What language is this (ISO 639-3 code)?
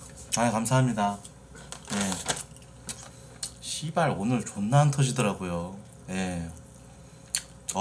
kor